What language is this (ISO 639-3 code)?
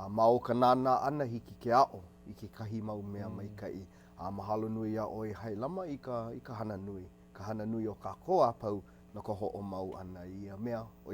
haw